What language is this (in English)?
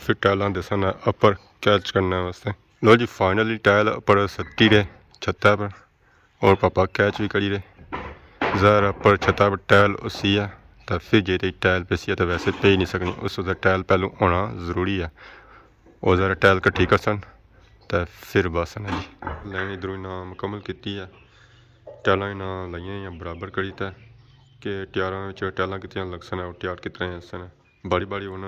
Pahari-Potwari